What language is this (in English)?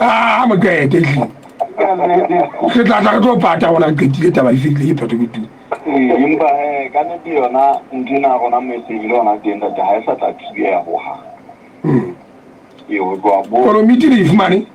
Southern Sotho